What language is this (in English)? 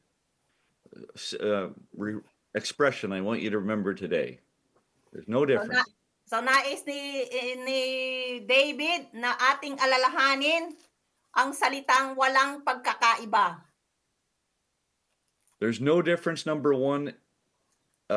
Filipino